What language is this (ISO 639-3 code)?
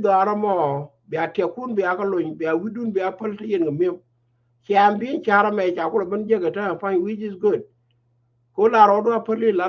nus